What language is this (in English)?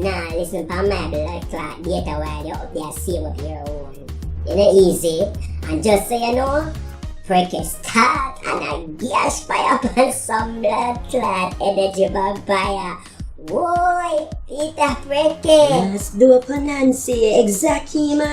Jamaican Creole English